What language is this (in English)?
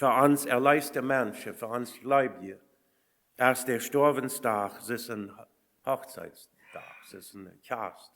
Plautdietsch